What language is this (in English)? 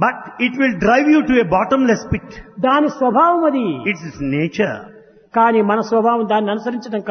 Telugu